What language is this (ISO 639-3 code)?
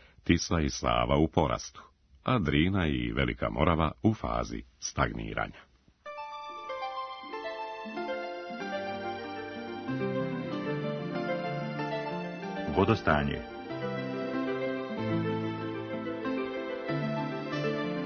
srp